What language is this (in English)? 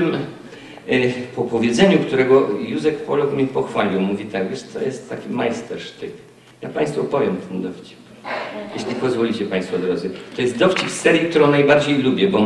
Silesian